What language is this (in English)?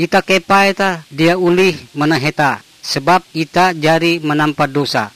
Ngaju